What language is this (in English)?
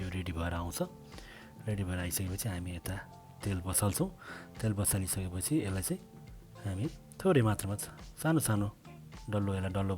Nepali